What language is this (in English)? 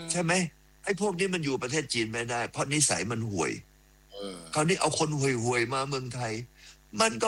Thai